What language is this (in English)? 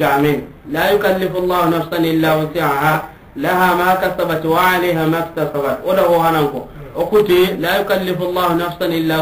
Soninke